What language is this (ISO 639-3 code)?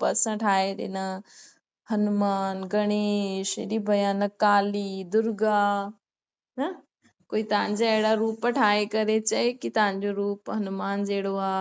snd